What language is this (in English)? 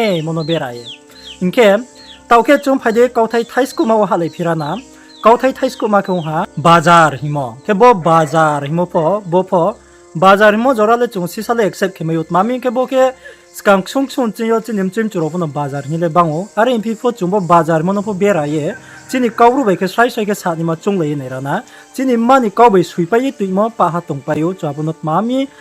Riang (India)